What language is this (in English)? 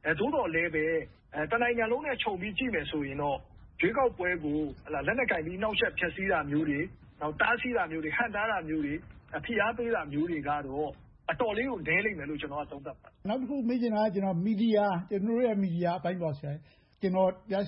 Burmese